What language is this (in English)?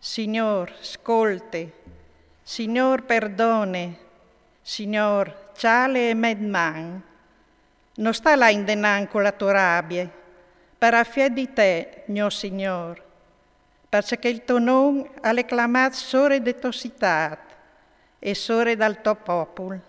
Friulian